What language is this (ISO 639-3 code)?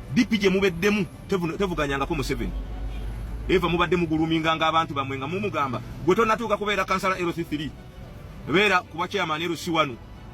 lug